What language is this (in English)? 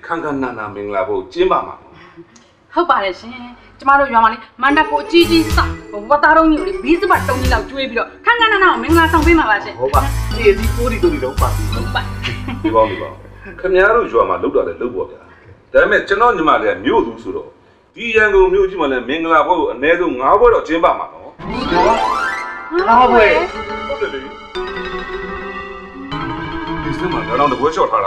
Burmese